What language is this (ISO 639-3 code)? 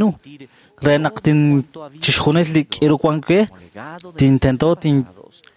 kek